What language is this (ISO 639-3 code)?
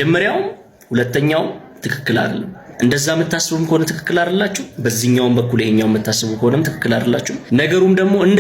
amh